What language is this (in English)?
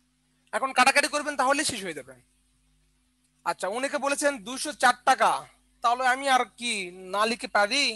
Bangla